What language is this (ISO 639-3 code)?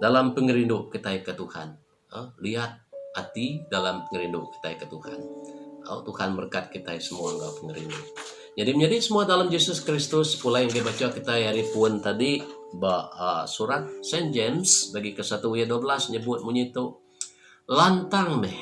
iba